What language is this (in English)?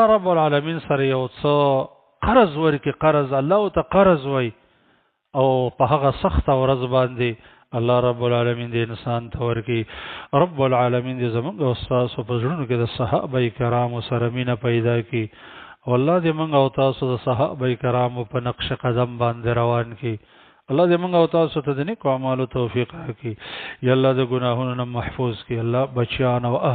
Pashto